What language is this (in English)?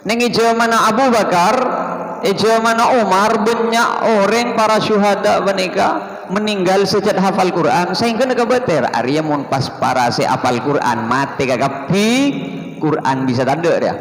Madurese